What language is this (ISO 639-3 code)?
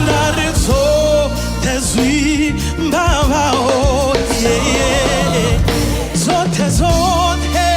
ven